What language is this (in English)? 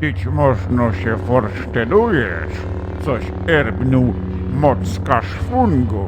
Silesian